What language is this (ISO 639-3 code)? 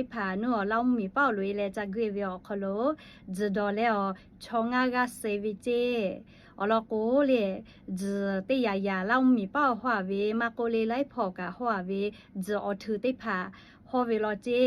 lhu